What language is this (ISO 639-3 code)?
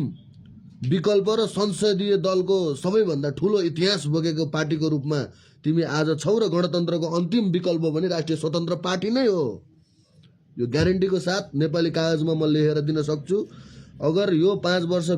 nep